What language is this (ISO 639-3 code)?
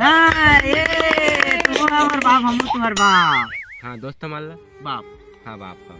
hne